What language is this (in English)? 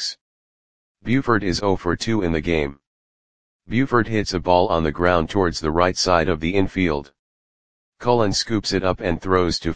English